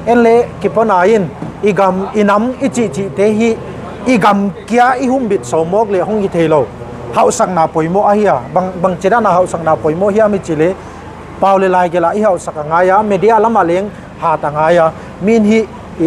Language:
Paite Chin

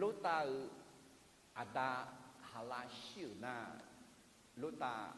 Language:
Akha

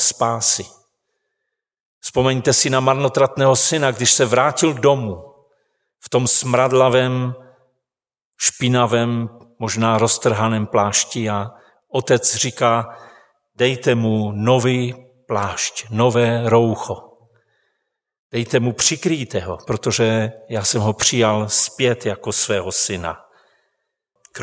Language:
Czech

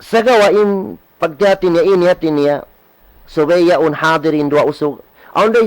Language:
Tausug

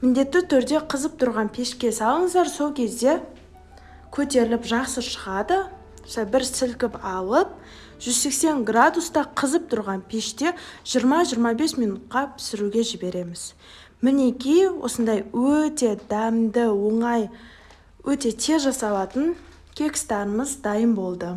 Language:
Kazakh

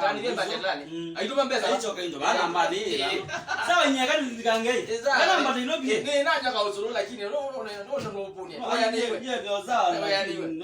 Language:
Kamba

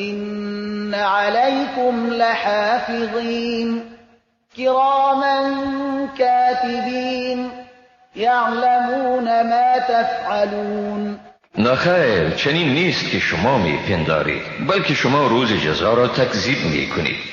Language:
Persian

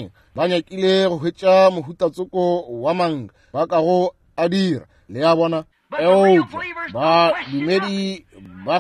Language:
Northern Sotho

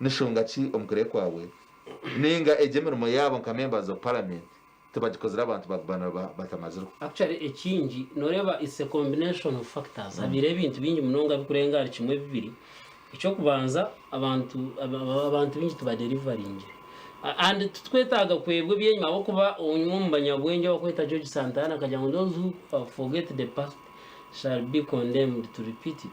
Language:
Nyankole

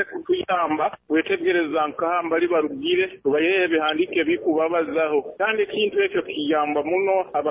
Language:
Nyoro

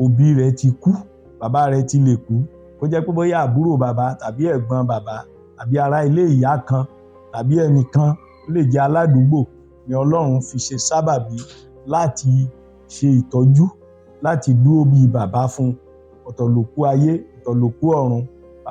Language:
Yoruba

